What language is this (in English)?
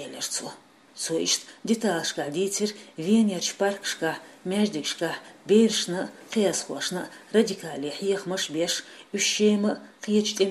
Chechen